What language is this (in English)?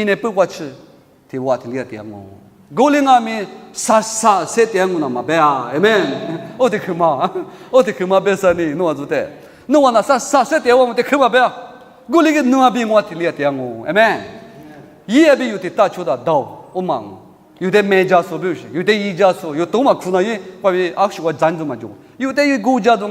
Lisu